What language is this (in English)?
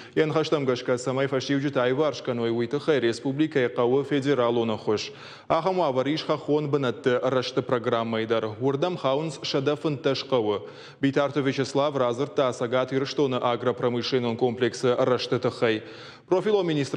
Ossetic